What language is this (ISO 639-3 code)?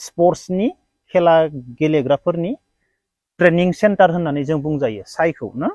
brx